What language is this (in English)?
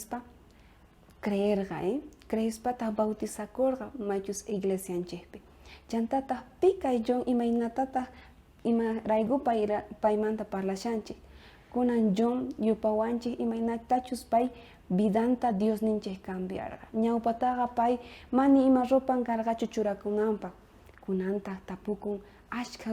South Bolivian Quechua